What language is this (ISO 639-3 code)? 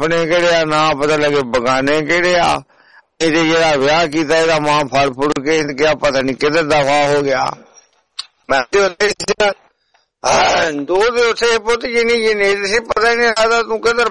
pan